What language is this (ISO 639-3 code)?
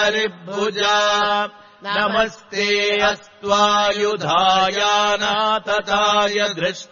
san